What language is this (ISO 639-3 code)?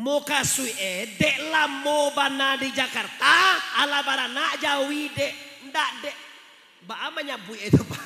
min